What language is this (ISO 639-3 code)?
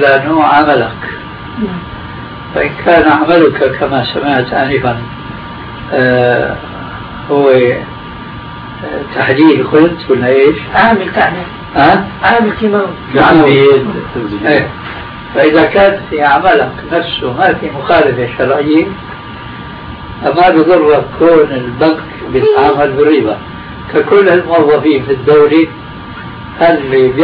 ara